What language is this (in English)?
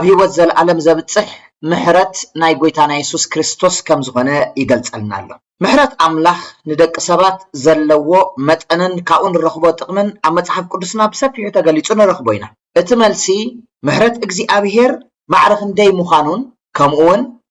Tigrinya